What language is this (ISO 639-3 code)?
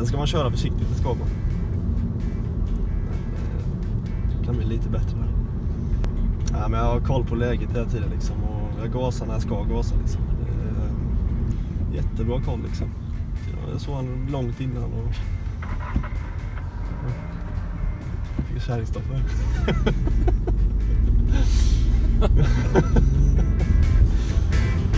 swe